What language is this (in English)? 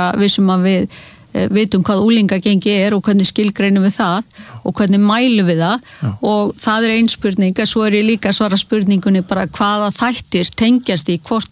Icelandic